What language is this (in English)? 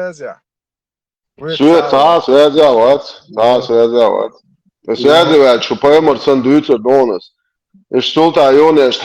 Chechen